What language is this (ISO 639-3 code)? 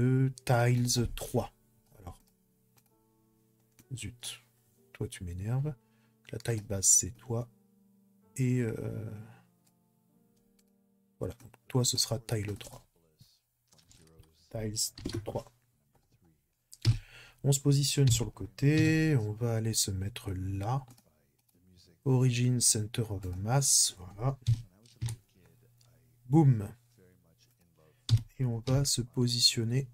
fra